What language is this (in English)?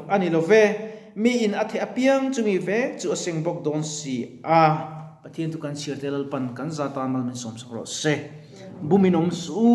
Mizo